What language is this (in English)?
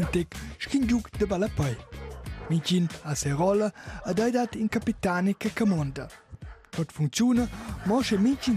Romansh